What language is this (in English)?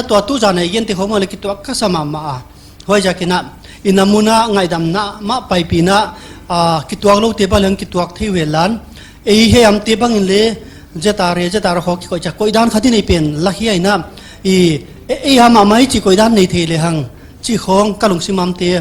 Paite Chin